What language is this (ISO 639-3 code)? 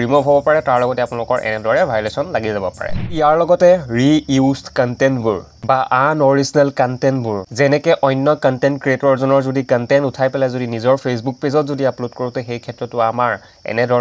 asm